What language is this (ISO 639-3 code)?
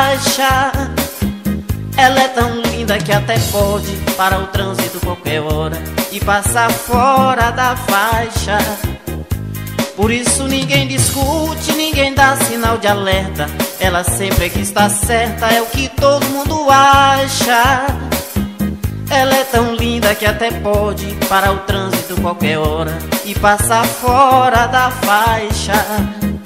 por